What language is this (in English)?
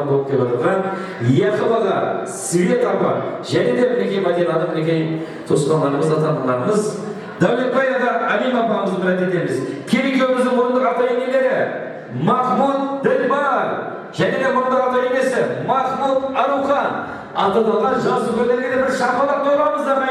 Kara-Kalpak